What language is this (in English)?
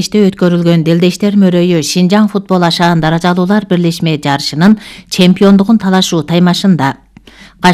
Kyrgyz